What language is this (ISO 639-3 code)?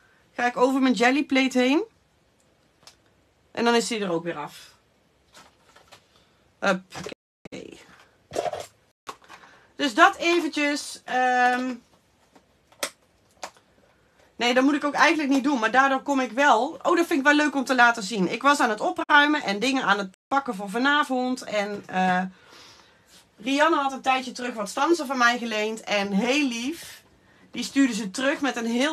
nld